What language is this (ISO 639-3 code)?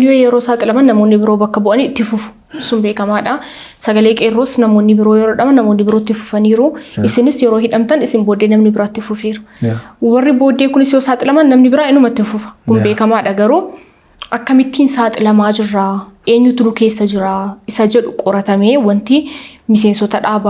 orm